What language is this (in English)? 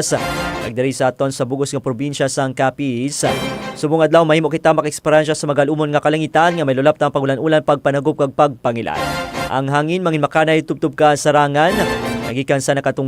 Hiligaynon